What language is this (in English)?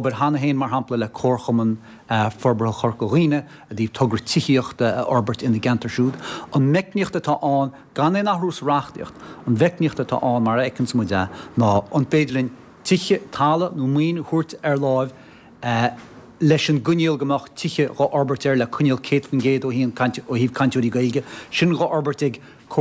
Irish